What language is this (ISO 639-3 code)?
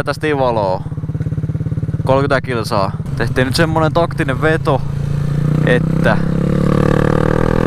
fin